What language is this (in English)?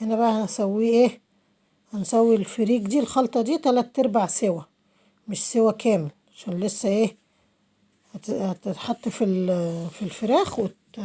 Egyptian Arabic